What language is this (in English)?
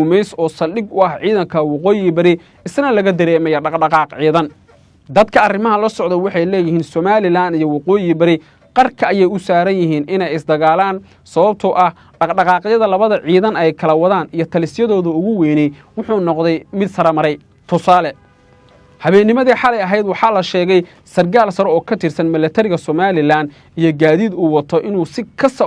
Somali